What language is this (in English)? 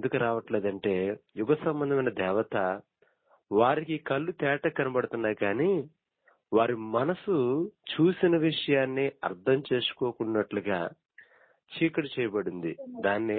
Telugu